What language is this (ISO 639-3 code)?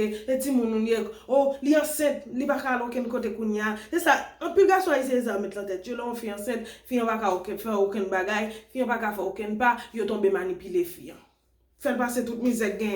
hat